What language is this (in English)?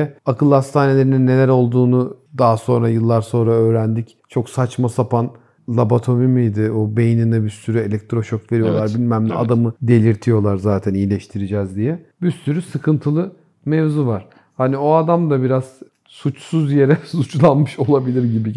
Turkish